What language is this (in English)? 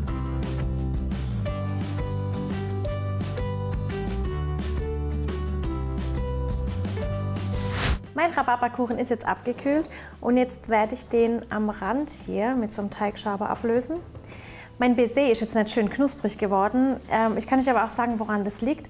German